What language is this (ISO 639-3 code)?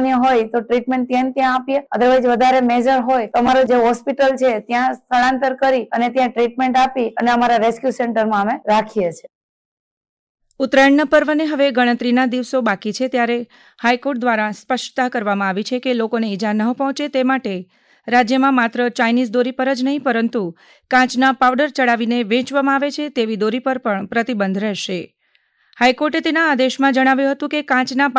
guj